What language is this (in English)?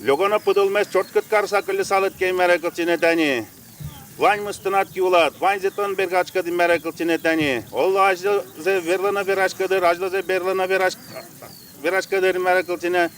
Udmurt